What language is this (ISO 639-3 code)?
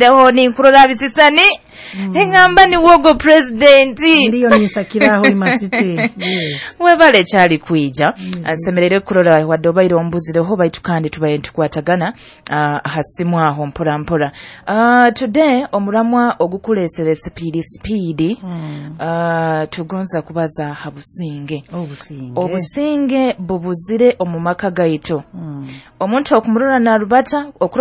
nyo